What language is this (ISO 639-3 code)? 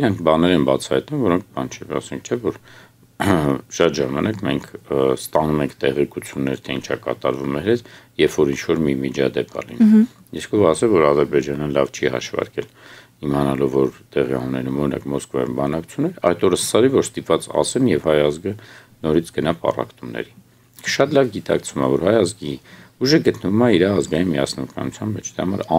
hye